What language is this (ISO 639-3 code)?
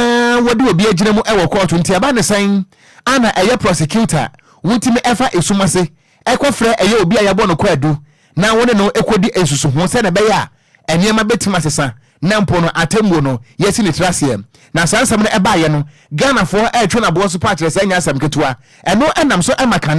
aka